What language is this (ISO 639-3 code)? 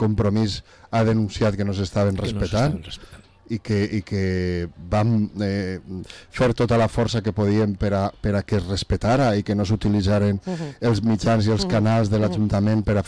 cat